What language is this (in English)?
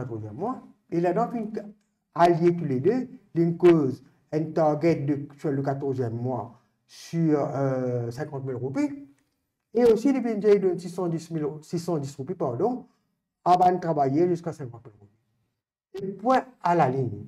Morisyen